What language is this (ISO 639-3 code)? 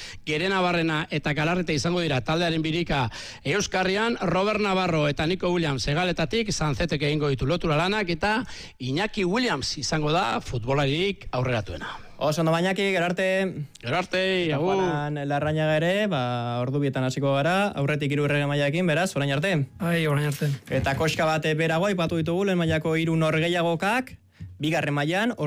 eus